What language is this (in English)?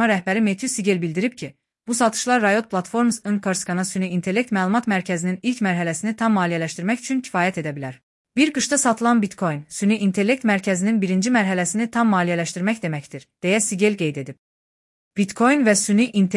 Azerbaijani